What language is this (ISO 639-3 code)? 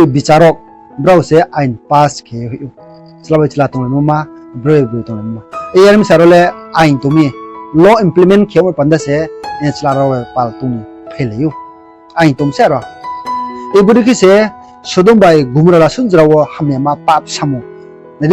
ria